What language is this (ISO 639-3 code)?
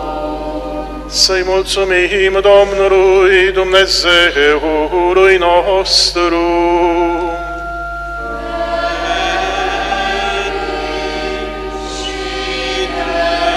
ron